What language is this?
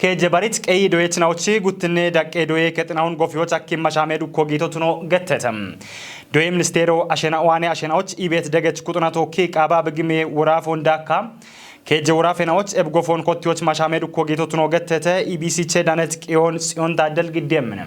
Kafa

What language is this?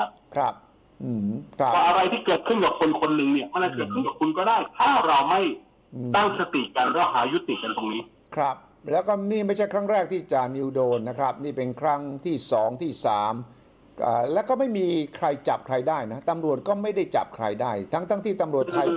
Thai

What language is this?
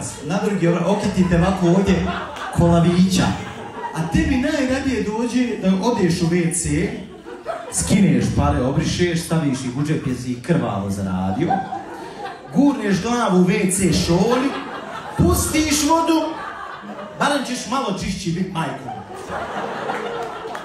Bosnian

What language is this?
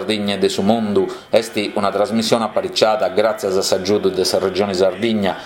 Sardinian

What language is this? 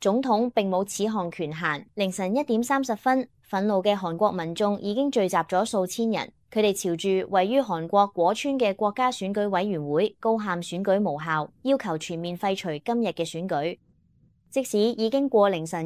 Cantonese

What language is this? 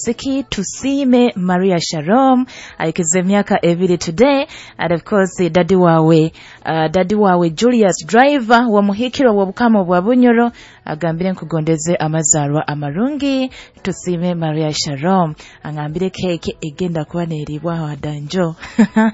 Nyoro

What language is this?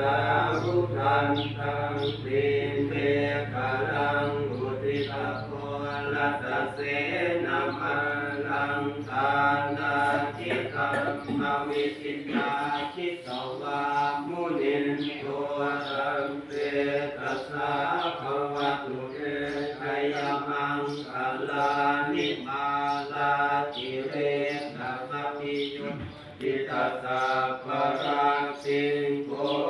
Pali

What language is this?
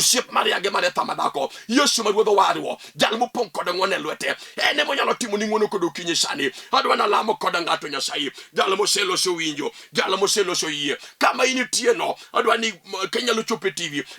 Luo (Kenya and Tanzania)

